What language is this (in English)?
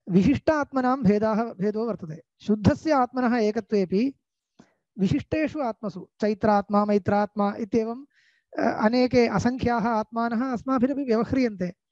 Sanskrit